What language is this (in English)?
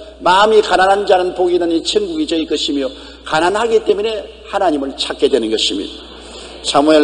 Korean